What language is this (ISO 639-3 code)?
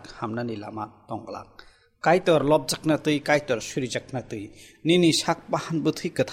trp